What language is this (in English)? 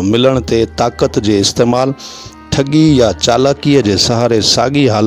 Sindhi